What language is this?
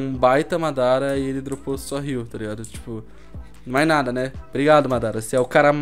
Portuguese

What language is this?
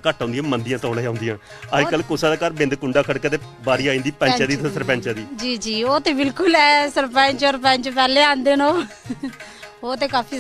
Dogri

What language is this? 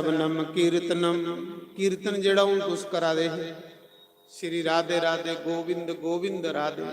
Dogri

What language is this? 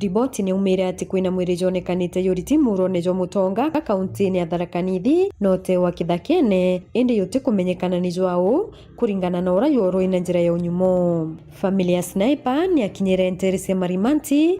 Meru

